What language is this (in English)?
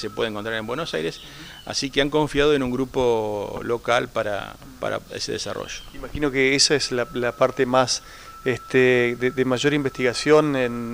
Spanish